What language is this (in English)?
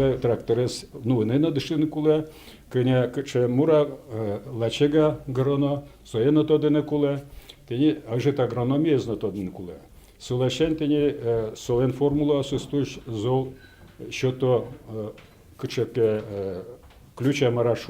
Udmurt